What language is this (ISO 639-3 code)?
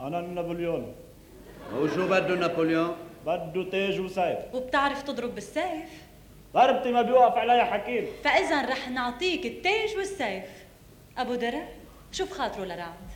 apc